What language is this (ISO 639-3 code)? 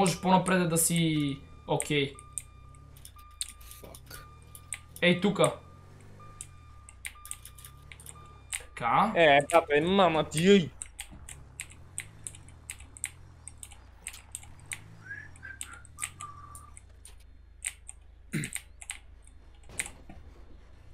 bul